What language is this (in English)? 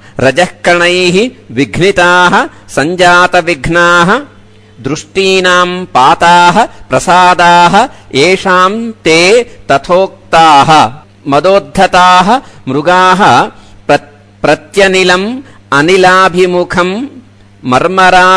Sanskrit